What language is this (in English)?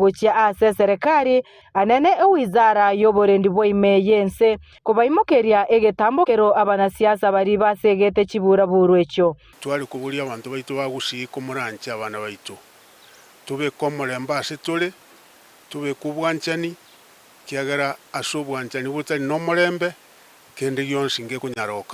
Gusii